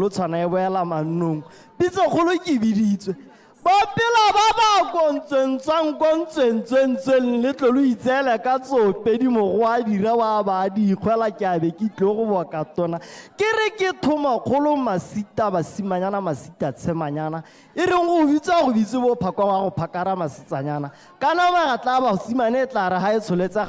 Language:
Tswana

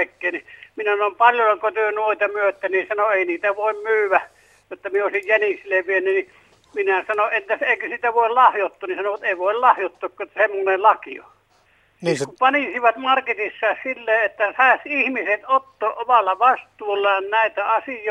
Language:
Finnish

